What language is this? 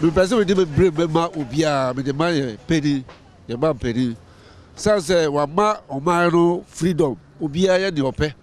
Akan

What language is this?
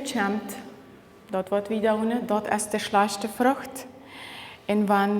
Plautdietsch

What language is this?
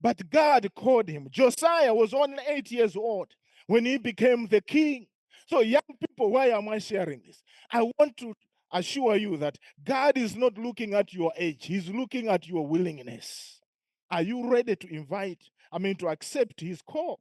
English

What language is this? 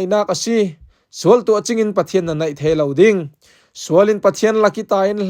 Falam Chin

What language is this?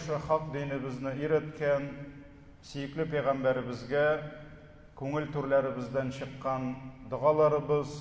Tatar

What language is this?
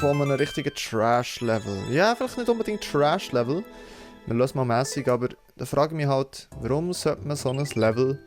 Swiss German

